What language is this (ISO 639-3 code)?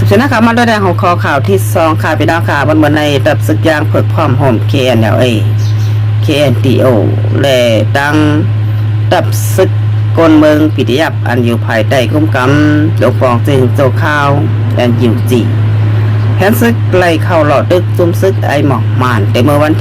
shn